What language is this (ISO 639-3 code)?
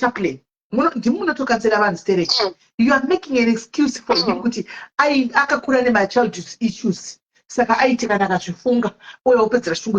sna